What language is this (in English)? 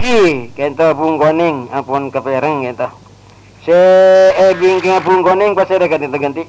Madurese